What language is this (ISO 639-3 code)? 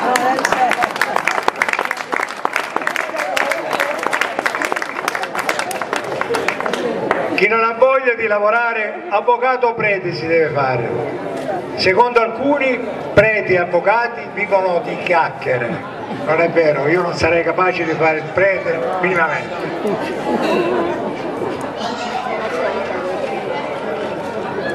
ita